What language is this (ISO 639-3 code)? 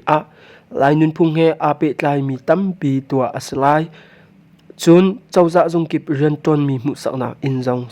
cnh